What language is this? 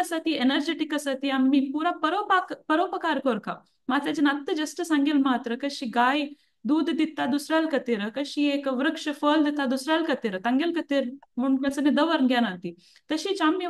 Konkani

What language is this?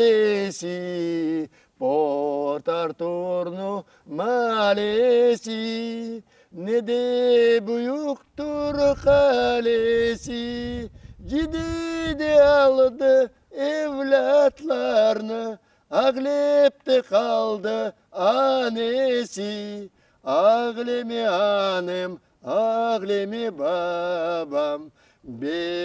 Crimean Tatar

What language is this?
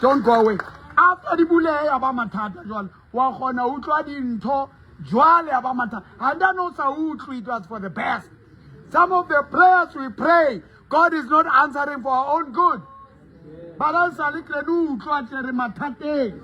Southern Sotho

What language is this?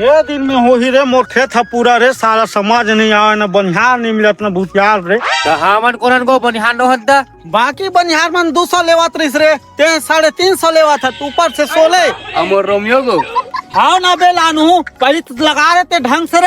Chhattisgarhi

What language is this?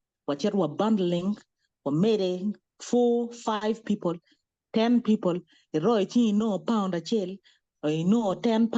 Acoli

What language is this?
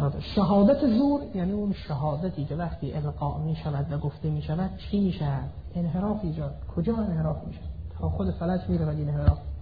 Persian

